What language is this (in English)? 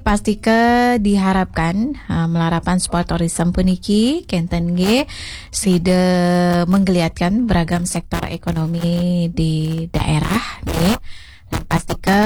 Balinese